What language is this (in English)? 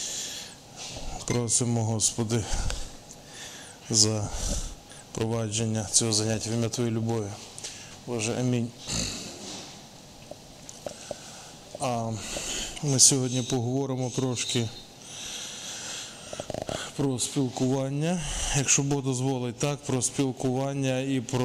Ukrainian